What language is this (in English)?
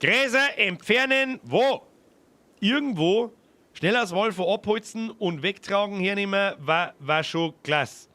Bavarian